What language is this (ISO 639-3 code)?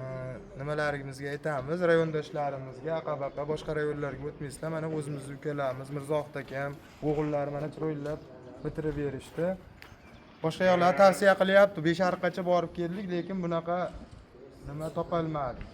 uzb